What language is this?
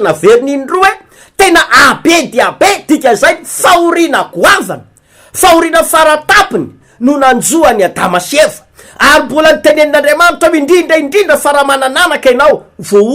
Malagasy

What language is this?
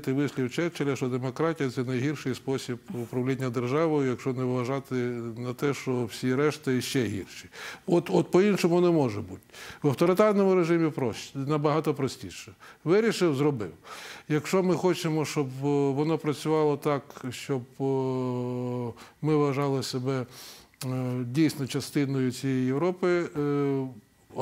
Ukrainian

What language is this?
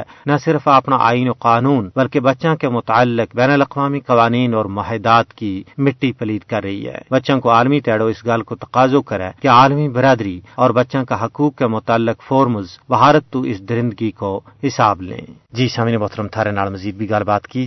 Gujari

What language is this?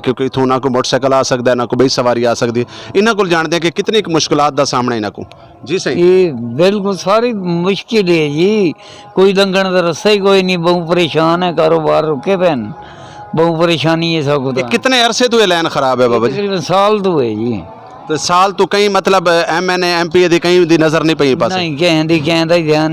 Saraiki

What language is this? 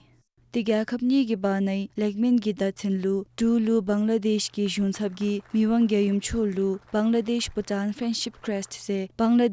Dzongkha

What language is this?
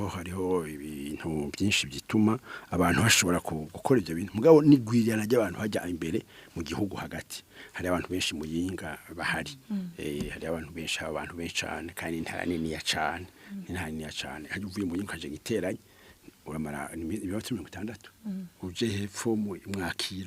Rundi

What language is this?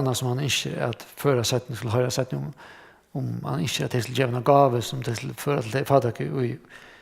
Faroese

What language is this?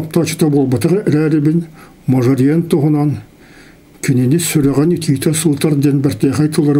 Yakut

